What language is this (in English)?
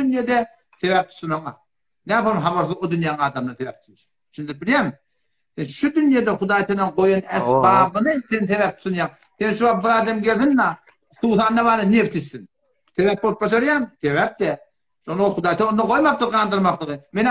Turkmen